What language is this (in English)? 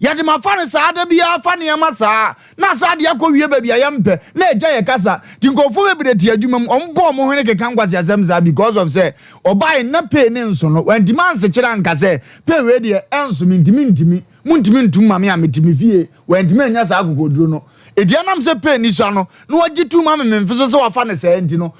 Akan